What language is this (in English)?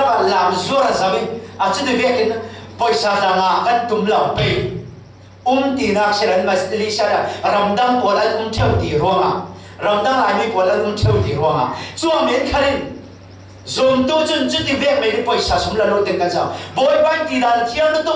Falam Chin